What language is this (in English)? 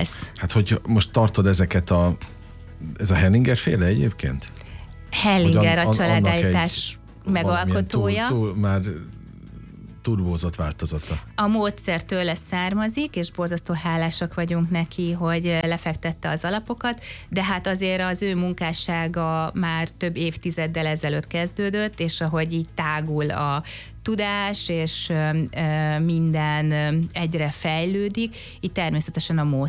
Hungarian